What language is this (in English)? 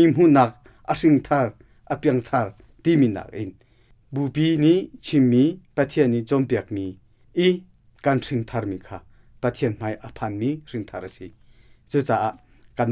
Hakha Chin